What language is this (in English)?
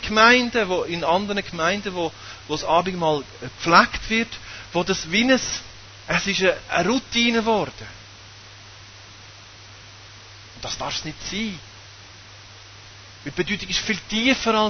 German